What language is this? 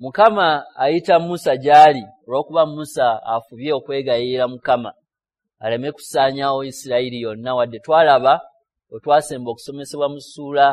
Ganda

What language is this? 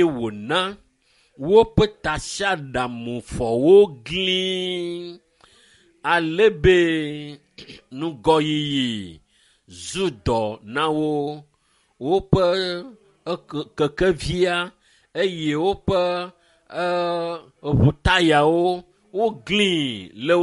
Ewe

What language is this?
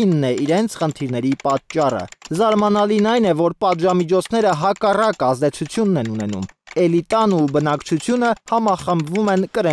Armenian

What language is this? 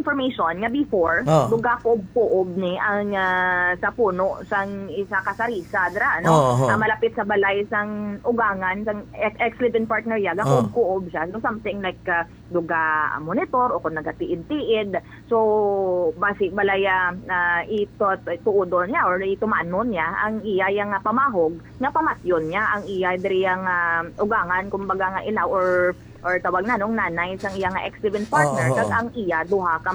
Hiligaynon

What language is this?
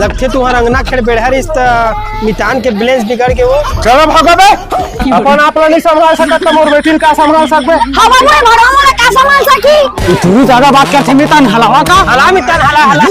Chhattisgarhi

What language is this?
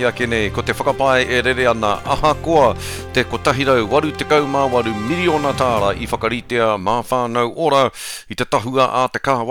Māori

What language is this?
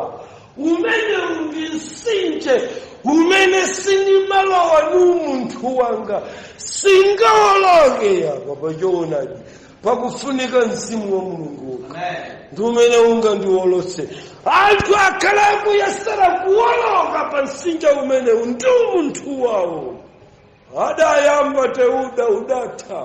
Nyanja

